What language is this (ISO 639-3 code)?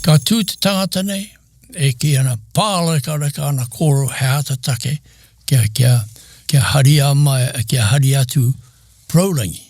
mri